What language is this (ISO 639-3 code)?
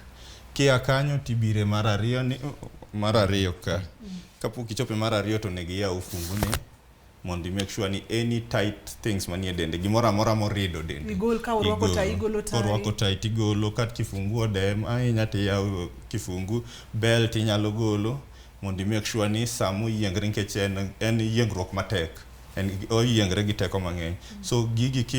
luo